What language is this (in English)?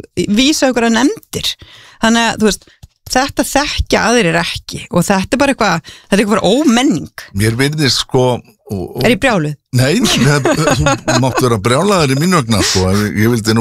Icelandic